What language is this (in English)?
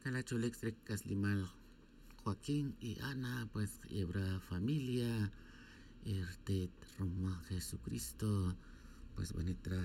Tz'utujil